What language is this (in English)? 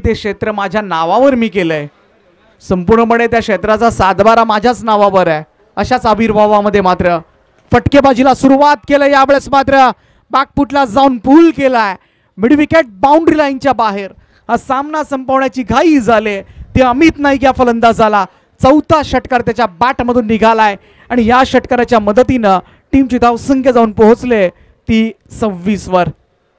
Marathi